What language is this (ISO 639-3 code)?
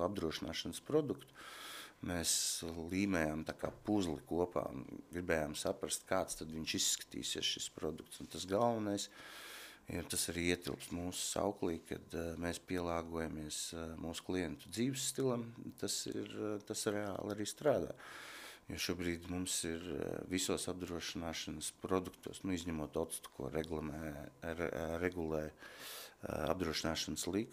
lav